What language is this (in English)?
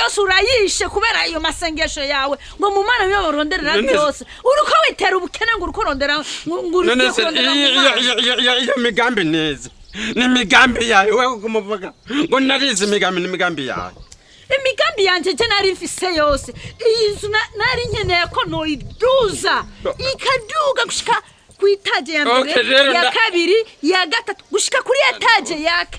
Rundi